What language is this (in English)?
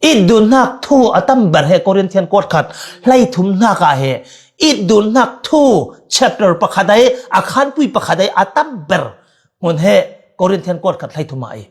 Falam Chin